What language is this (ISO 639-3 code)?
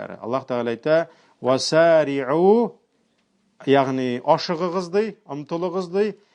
tat